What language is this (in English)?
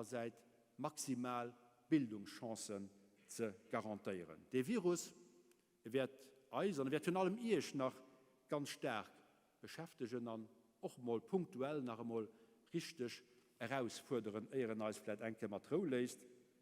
Luxembourgish